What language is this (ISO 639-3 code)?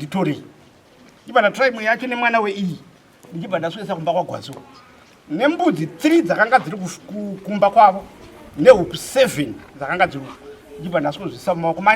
sna